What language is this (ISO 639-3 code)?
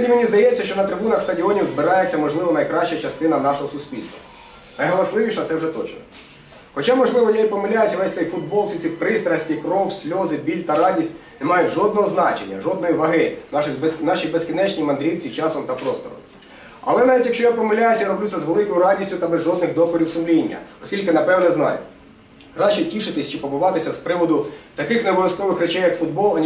ukr